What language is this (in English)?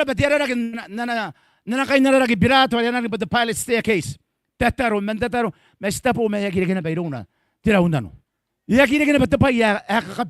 Gilbertese